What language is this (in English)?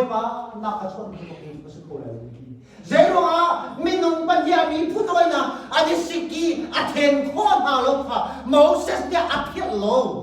Hakha Chin